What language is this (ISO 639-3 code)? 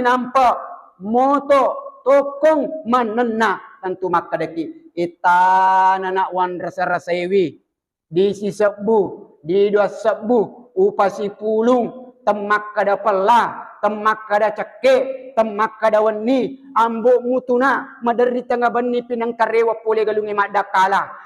bug